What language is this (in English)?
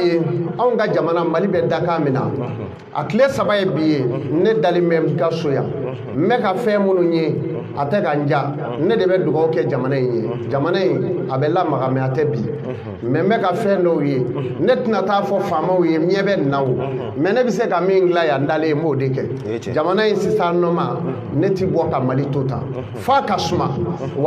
Bambara